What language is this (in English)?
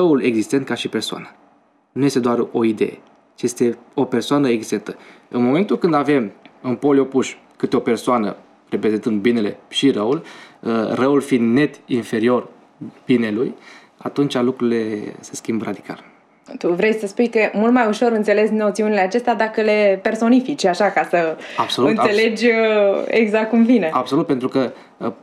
Romanian